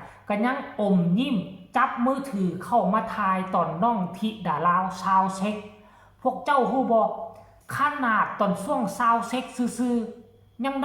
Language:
Northeastern Thai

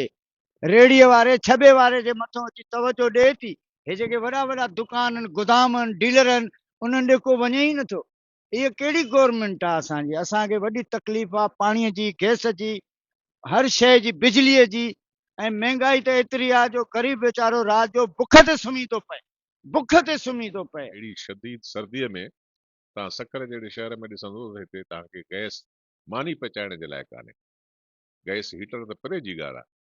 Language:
Sindhi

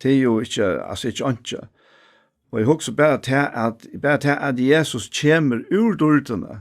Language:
Faroese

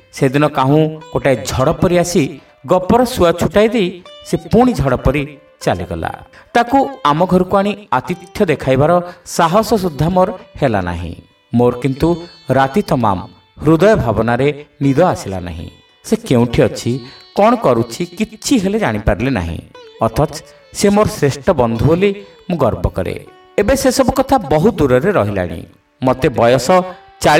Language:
Odia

